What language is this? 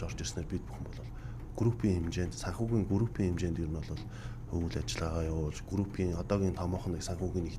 Mongolian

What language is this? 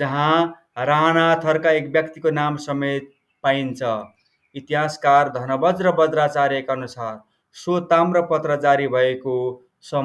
Nepali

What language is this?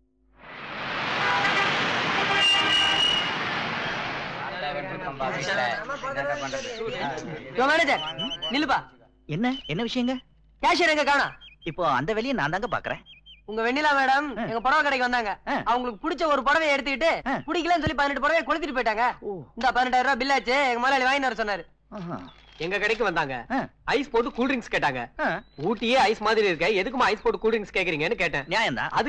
Tamil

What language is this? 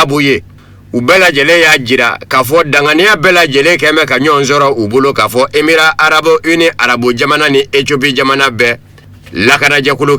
Bambara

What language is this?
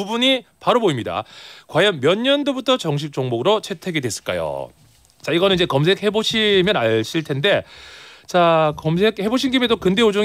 Korean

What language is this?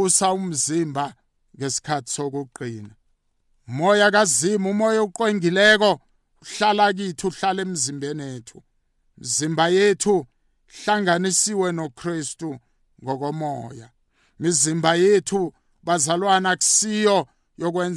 South Ndebele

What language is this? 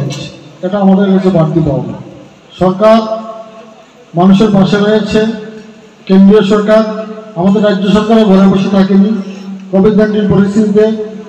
Bangla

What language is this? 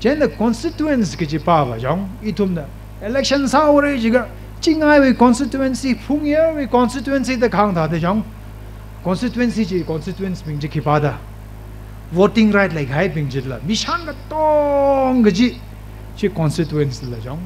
Tangkhul Naga (India)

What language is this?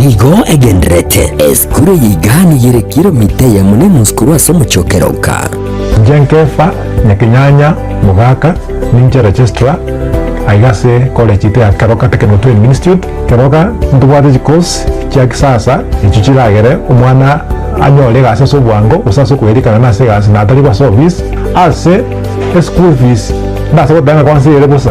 Gusii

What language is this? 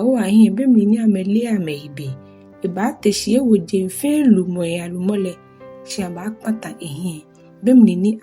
Ga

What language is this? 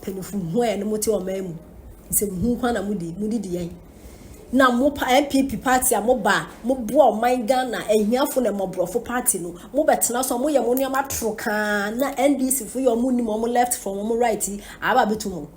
Akan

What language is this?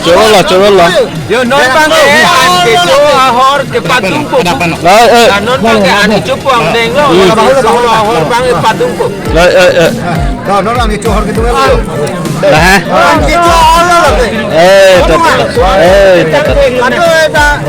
Karbi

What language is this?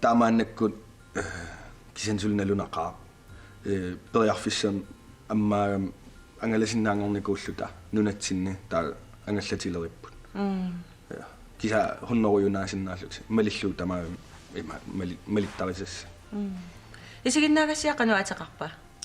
Kalaallisut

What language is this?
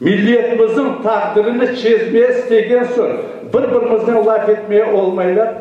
Crimean Tatar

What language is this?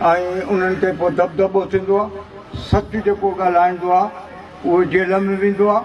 Sindhi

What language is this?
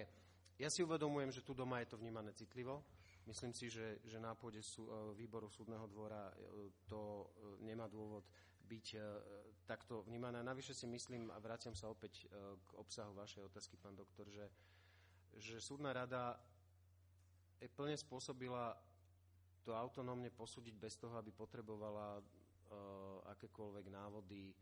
Slovak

